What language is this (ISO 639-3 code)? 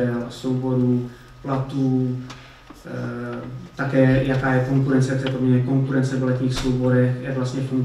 ces